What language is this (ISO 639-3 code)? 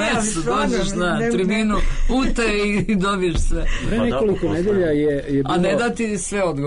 srp